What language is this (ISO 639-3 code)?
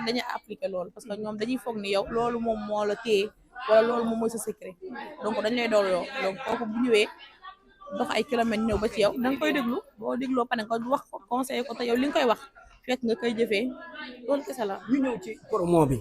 wol